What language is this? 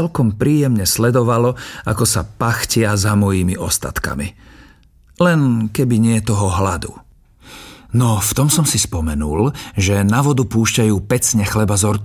Slovak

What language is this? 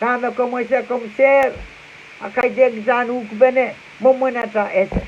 Pohnpeian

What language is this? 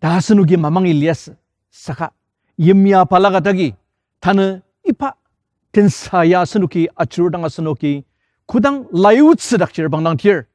Ao Naga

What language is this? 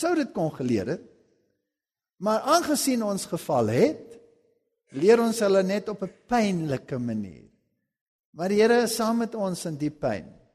Afrikaans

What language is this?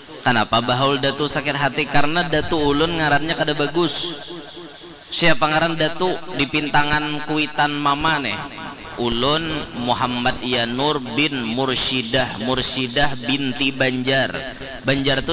Banjar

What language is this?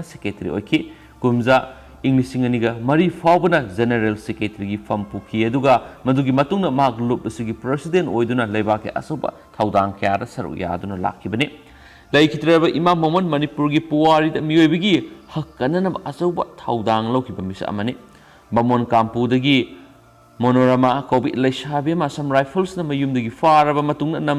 Manipuri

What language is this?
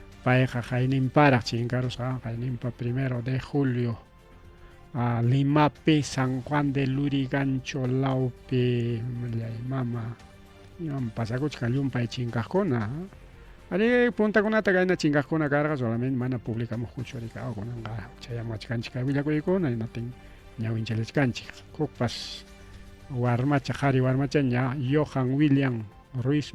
Ayacucho Quechua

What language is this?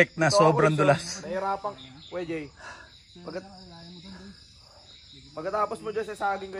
Filipino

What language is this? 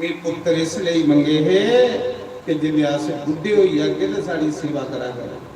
Dogri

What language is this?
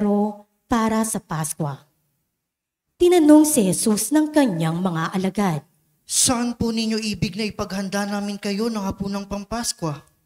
Filipino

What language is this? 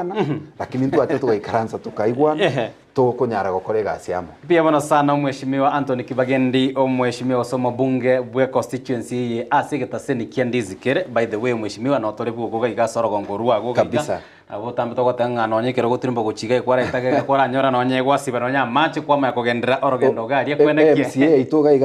Gusii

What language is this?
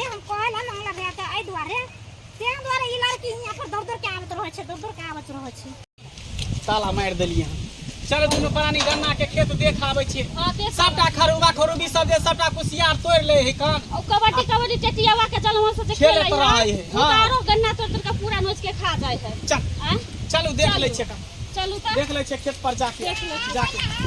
Maithili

